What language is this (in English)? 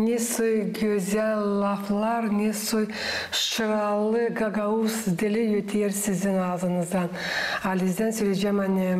Gagauz